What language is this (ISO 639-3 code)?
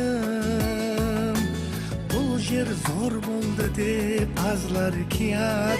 kaa